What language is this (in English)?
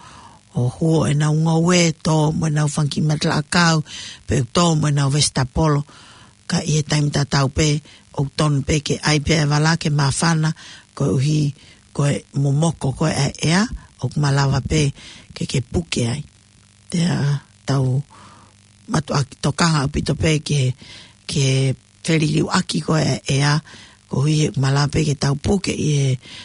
Tongan